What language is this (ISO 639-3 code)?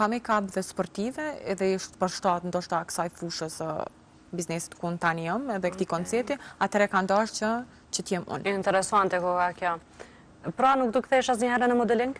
sqi